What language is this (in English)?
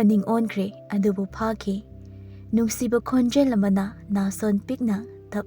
Manipuri